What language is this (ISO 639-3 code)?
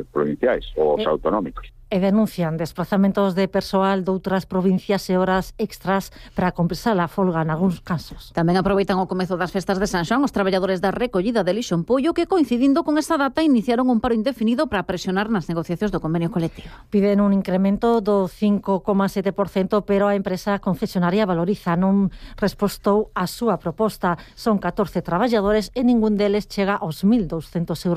glg